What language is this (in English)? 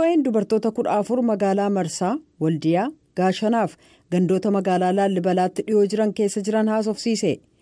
Oromo